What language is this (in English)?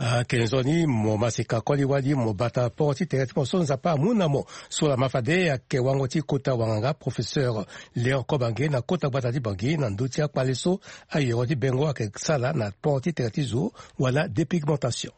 Sango